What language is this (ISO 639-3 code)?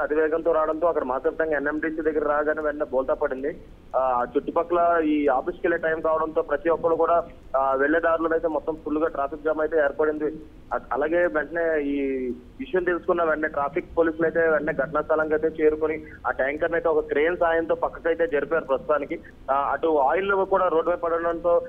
tel